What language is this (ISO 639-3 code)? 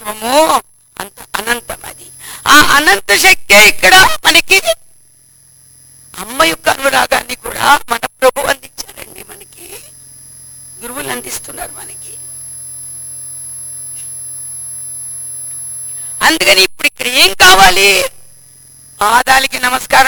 tel